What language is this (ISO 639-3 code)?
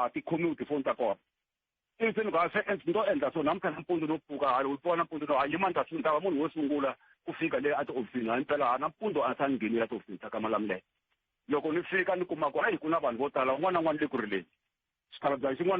tso